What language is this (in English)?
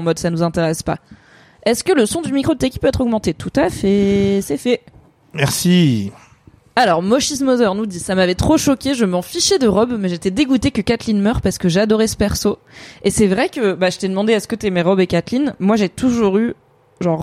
French